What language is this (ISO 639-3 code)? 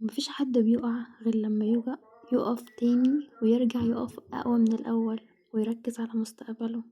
arz